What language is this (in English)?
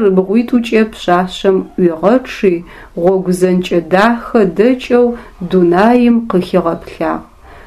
Adyghe